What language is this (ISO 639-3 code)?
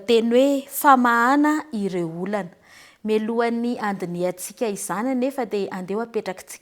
mlg